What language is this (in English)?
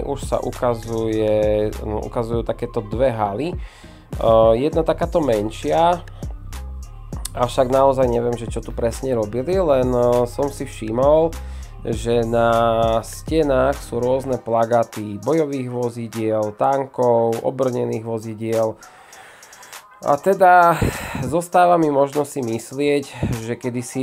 Slovak